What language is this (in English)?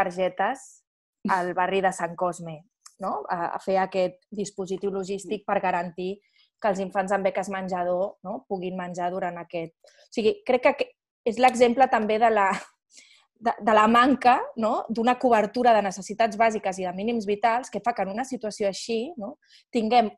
Catalan